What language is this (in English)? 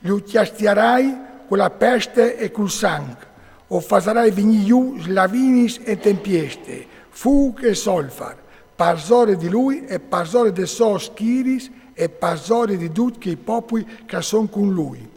Friulian